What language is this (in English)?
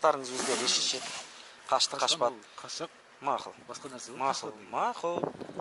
Kazakh